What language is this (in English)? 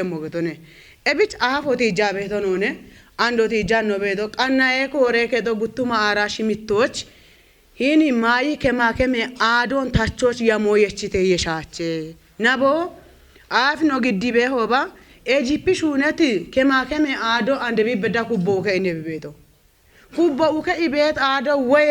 Kafa